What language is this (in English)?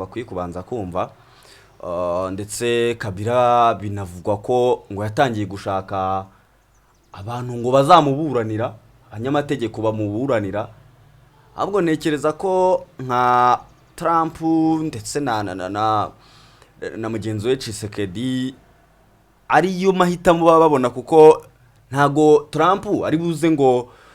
Kinyarwanda